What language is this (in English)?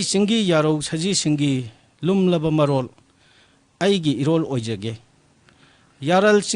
Manipuri